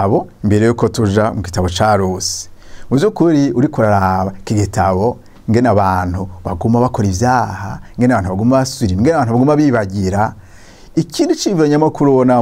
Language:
Rundi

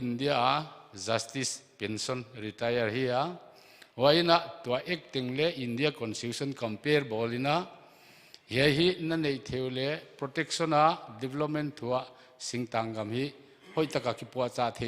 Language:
Paite Chin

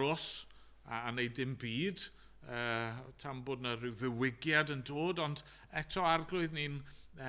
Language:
Welsh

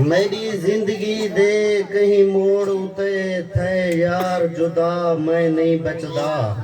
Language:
Saraiki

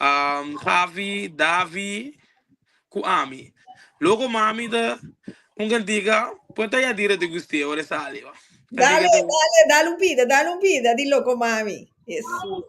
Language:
Papiamento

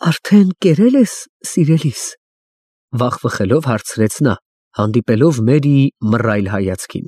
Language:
Armenian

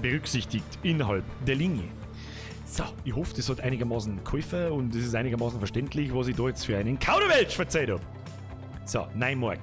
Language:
Bavarian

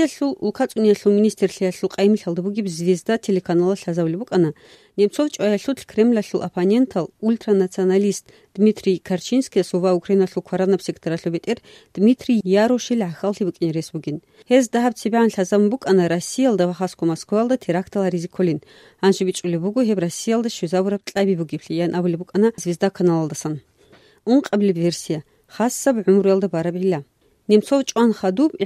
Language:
Avaric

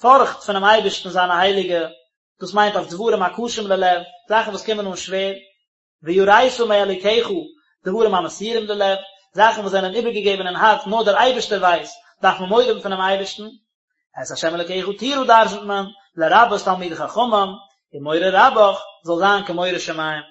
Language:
Yiddish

